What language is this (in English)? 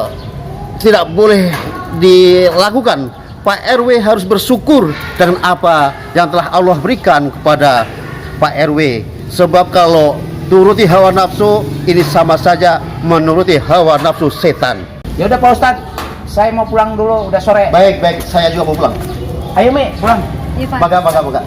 Betawi